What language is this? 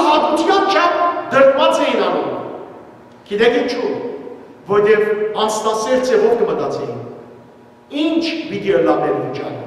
Western Armenian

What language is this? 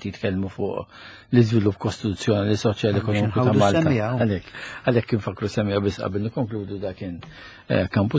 Maltese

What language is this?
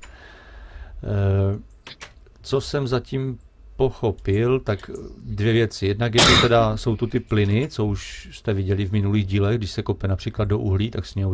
Czech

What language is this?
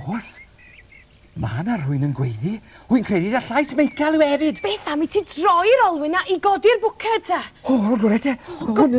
Welsh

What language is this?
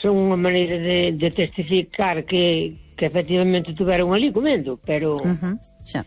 Galician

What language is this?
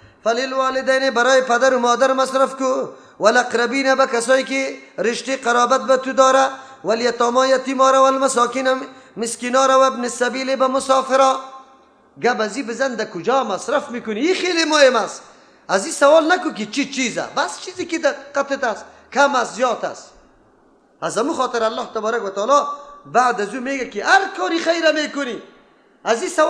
Persian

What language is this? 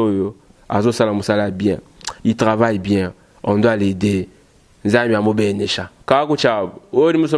Luba-Lulua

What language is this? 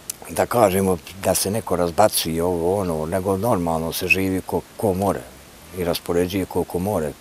Bosnian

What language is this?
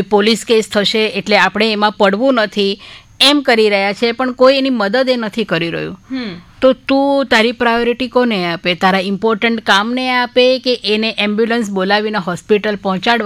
Gujarati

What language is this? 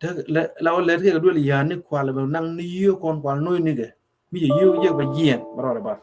Nuer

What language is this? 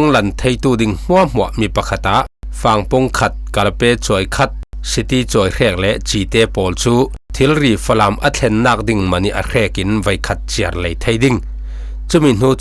Falam Chin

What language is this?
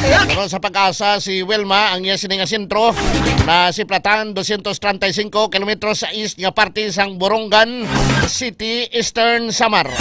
Hiligaynon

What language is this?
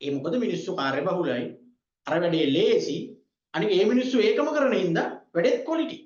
Sinhala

